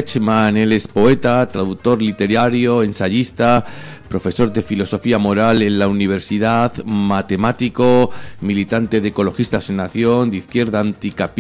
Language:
Spanish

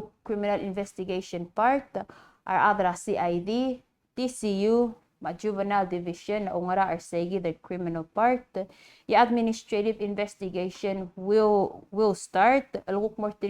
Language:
Palauan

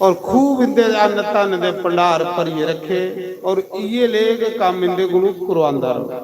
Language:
Dogri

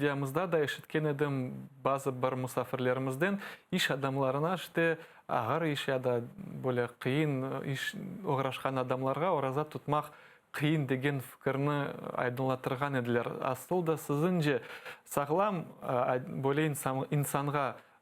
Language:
Crimean Tatar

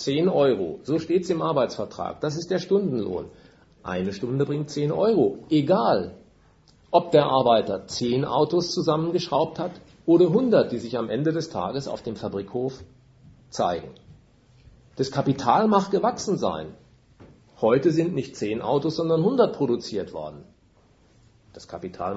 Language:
German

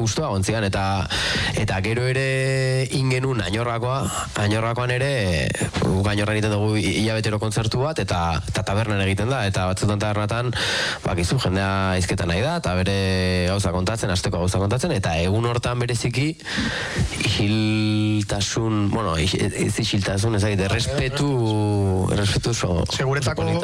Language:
Basque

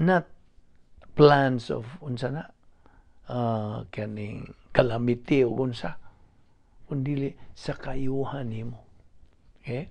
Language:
Cebuano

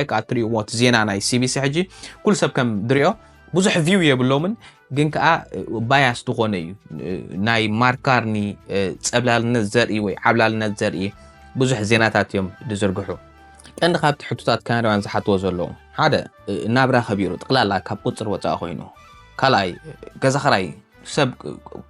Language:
Tigrinya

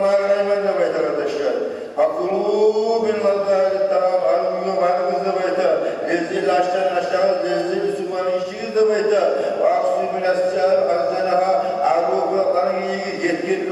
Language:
Kumyk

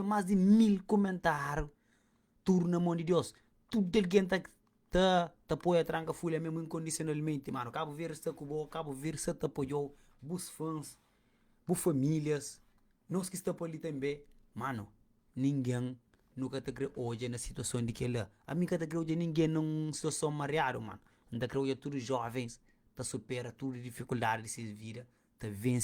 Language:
Kabuverdianu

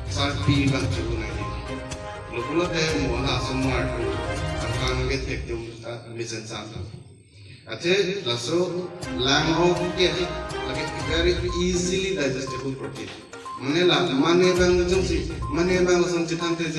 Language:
Karbi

